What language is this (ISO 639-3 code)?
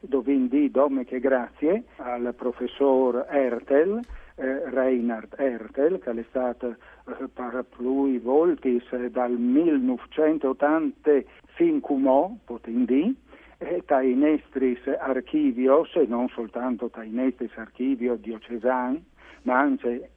fur